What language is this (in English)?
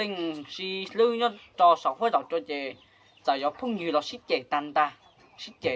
Hmong